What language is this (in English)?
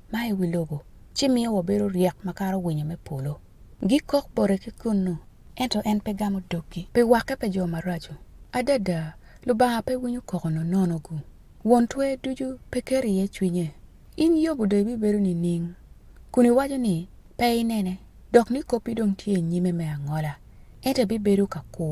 Acoli